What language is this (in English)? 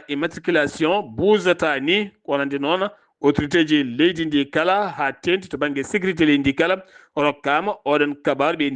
Fula